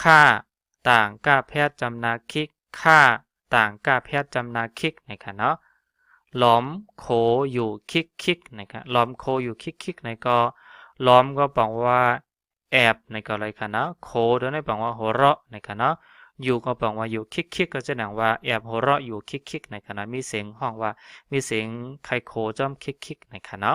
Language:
Shan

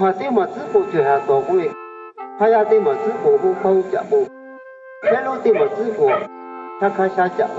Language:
Lahu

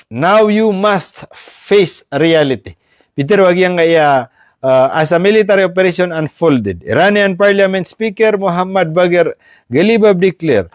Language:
Maranao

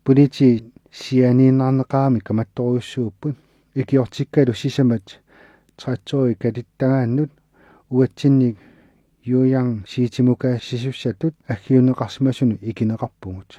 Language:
Kalaallisut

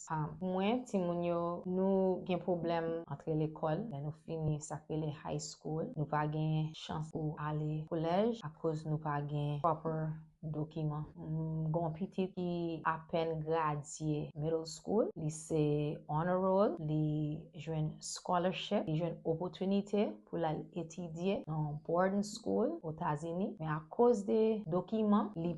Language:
Haitian Creole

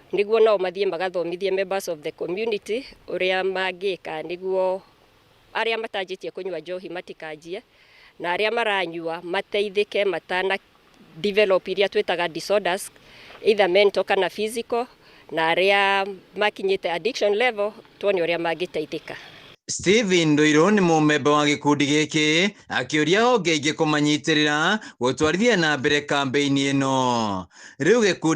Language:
Kikuyu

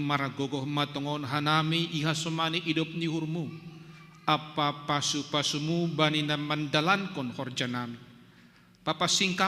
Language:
Batak Simalungun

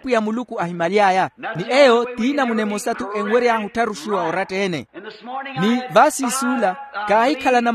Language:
Makhuwa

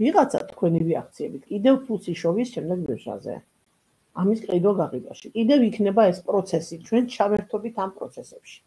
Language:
Georgian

